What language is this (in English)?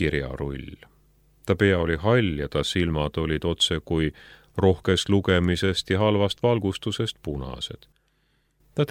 Estonian